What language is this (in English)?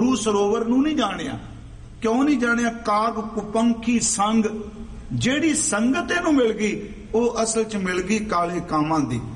Punjabi